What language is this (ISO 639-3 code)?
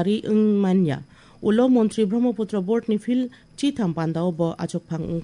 trp